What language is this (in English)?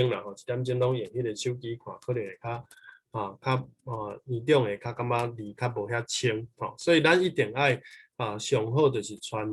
Min Nan Chinese